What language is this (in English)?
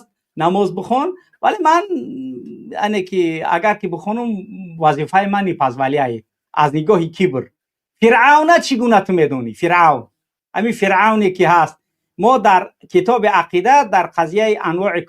Tajik